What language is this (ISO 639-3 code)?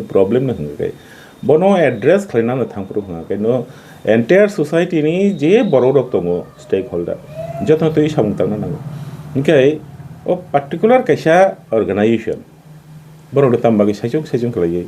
trp